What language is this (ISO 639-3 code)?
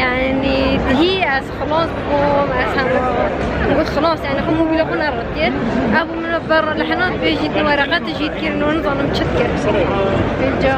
kur